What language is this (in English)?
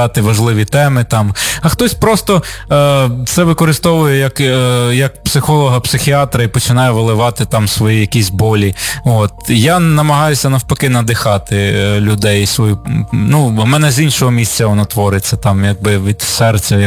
Ukrainian